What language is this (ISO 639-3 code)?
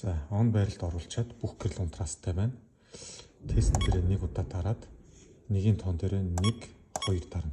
mon